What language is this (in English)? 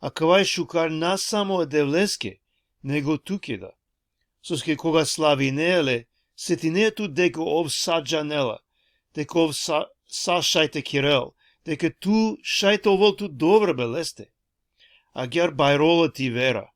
Balkan Romani